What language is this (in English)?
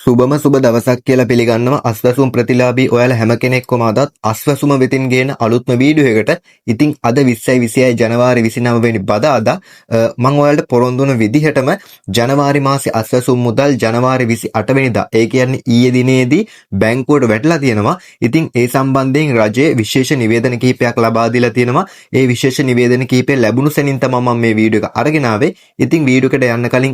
Sinhala